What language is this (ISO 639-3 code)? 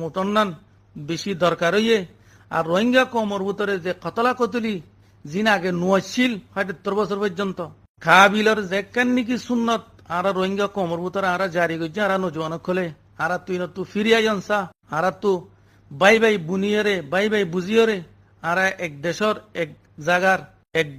rhg